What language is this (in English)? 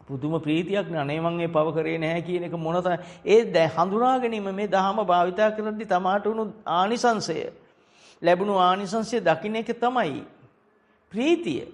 Sinhala